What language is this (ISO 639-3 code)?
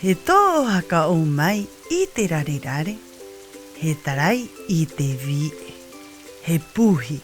rap